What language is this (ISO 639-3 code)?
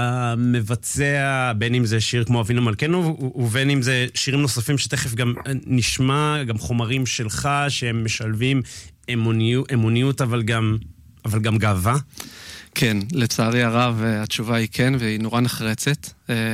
heb